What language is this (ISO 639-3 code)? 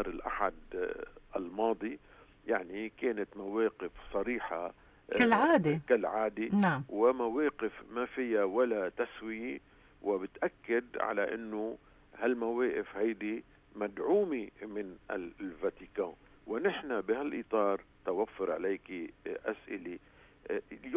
apc